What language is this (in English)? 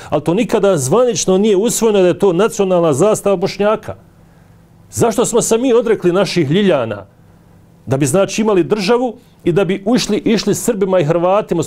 Bosnian